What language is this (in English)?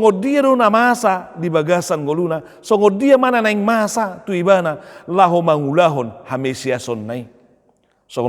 Batak Toba